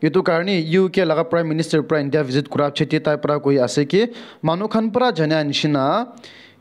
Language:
Naga Pidgin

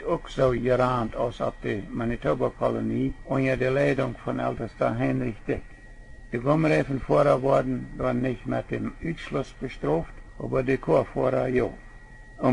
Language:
Plautdietsch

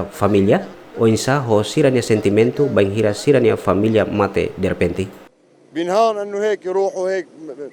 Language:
Tetum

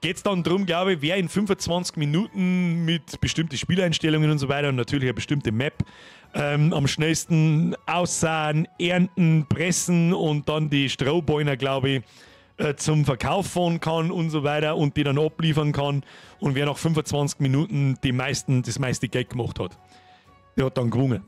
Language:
Bavarian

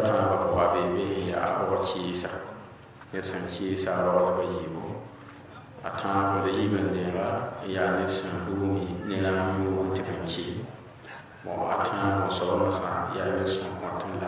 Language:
Mossi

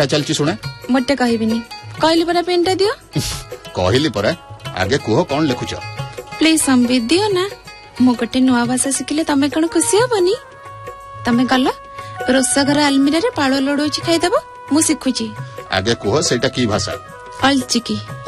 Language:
Odia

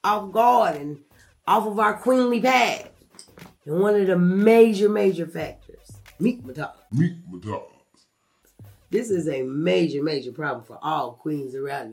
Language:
English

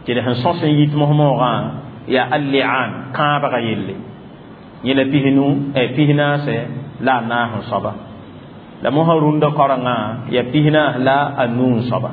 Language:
Mossi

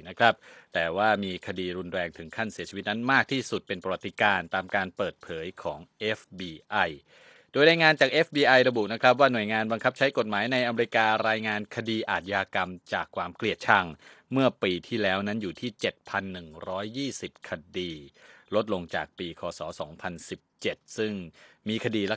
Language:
Thai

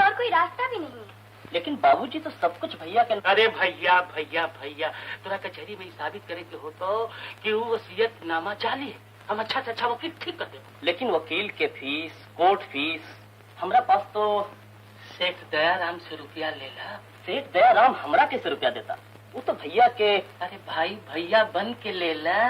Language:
Magahi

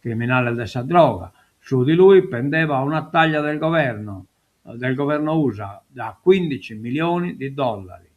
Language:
Sardinian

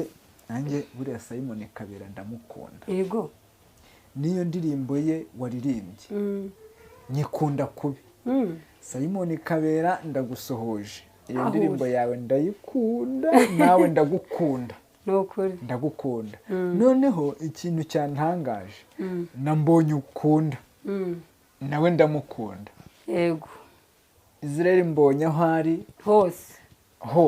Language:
Kinyarwanda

